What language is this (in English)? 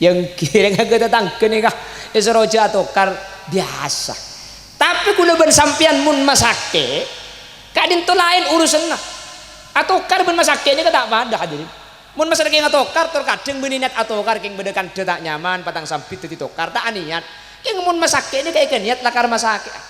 Madurese